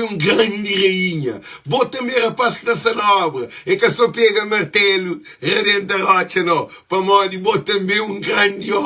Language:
Kabuverdianu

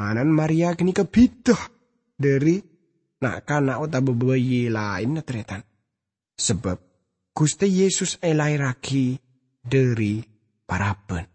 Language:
Madurese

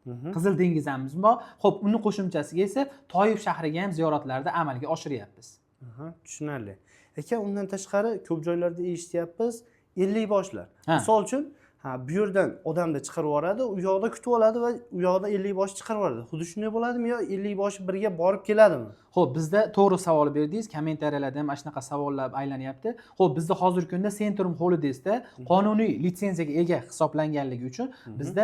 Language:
Uzbek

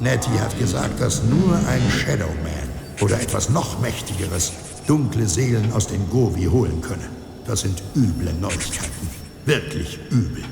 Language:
Bavarian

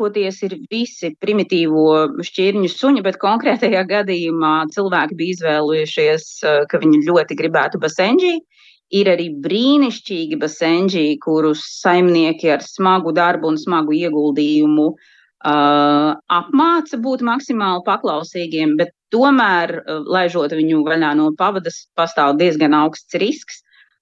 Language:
Latvian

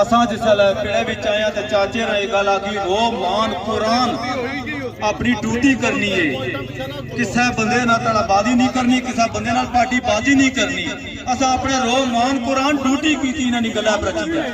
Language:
Pahari-Potwari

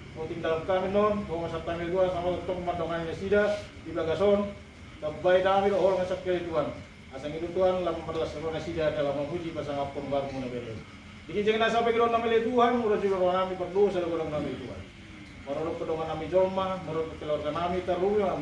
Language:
Batak Toba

